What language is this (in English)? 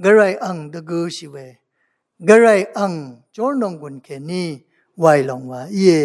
Rawang